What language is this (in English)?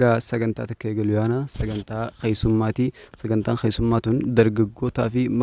Oromo